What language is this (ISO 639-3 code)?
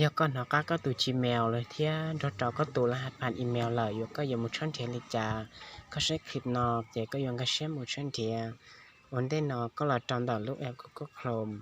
hmn